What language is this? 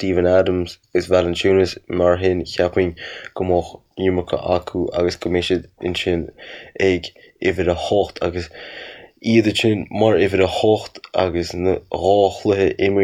Irish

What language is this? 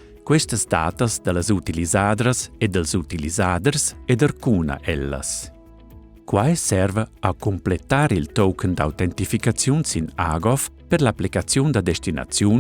Romansh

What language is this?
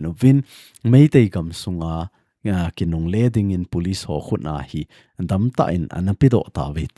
Thado Chin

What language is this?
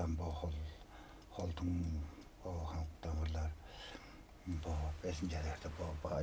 Tuvinian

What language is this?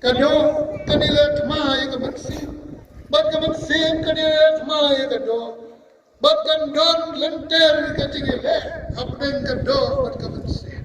Khasi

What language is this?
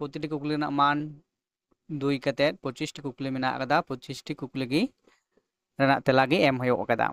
Santali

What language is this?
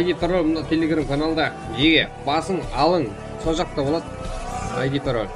Kara-Kalpak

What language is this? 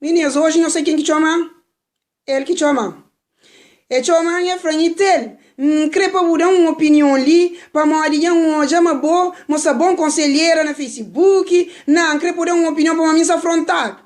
Kabuverdianu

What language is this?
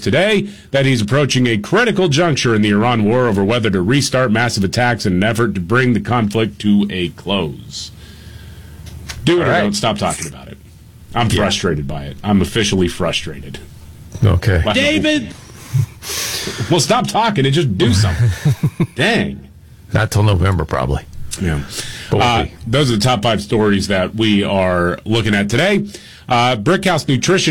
English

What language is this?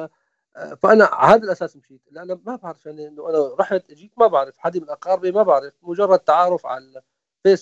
North Levantine Arabic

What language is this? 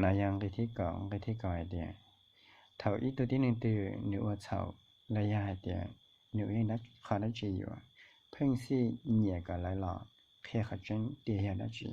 Hmong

